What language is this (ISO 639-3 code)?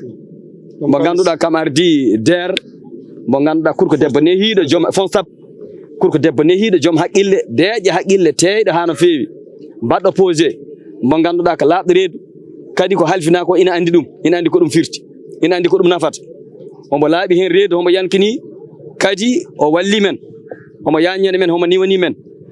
ful